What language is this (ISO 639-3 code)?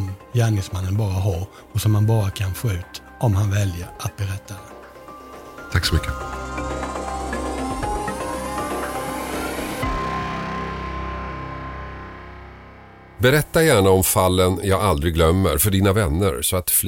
swe